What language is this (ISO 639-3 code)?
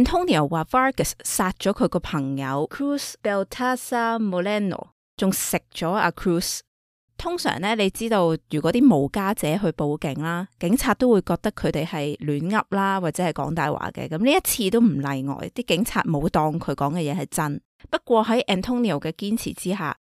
yue